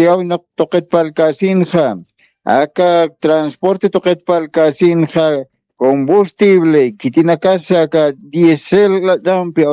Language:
Aymara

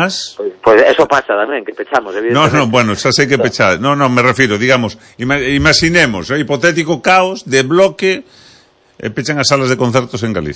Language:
Galician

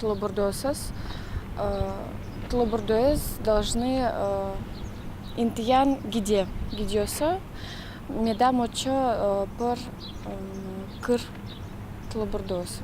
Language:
Udmurt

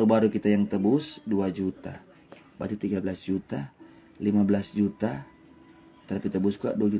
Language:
Manado Malay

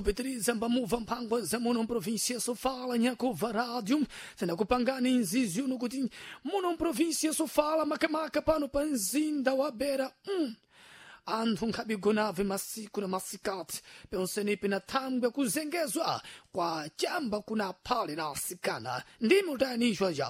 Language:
Sena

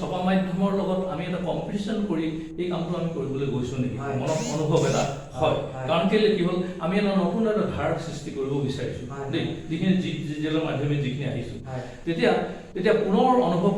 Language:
Assamese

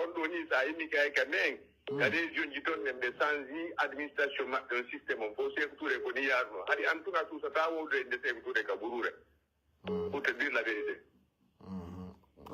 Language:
Pular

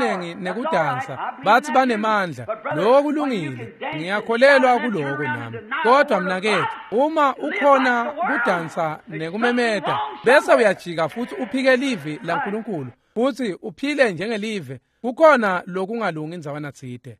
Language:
Swati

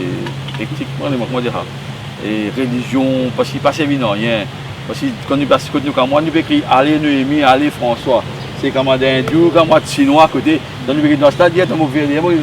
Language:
Morisyen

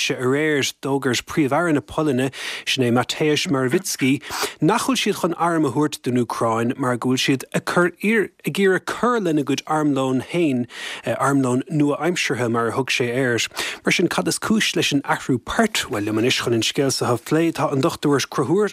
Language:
Irish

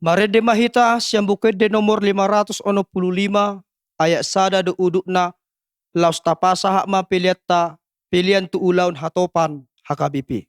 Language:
Batak Toba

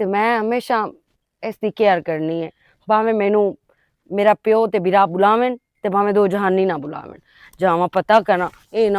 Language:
Western Panjabi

